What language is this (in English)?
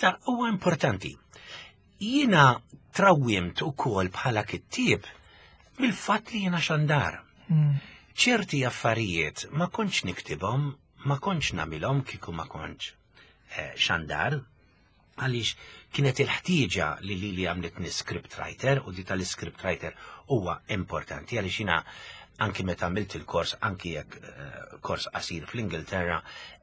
Maltese